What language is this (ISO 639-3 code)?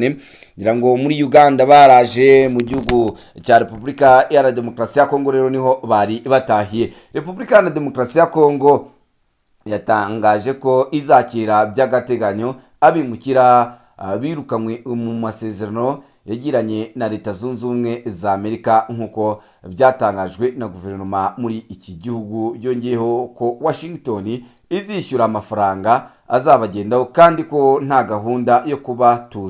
kin